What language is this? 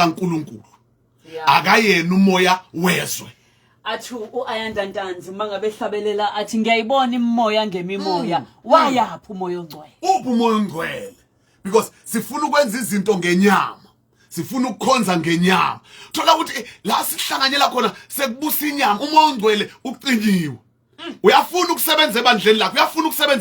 Zulu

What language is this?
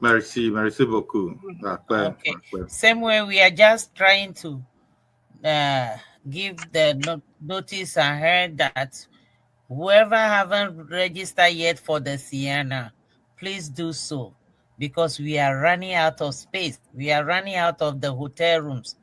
Ewe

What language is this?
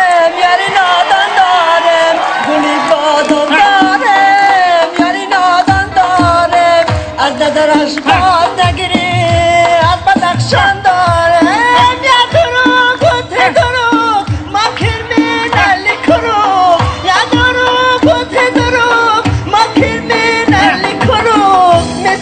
Tajik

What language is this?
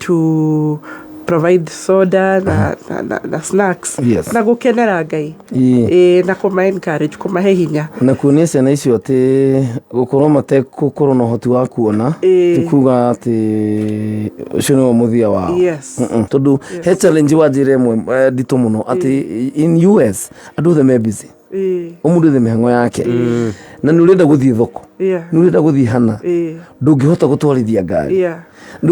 Kikuyu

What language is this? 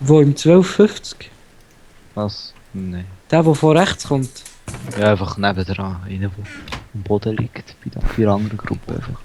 Swiss German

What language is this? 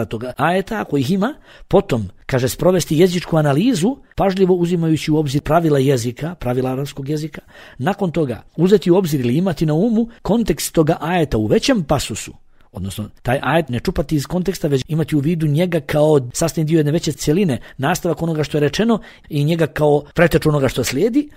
Bosnian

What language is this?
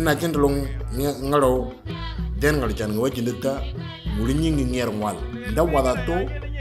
Moro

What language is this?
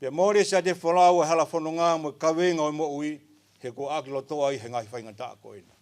Tongan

